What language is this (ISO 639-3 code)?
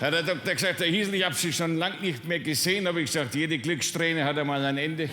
bar